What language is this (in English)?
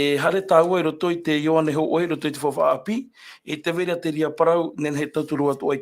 Tahitian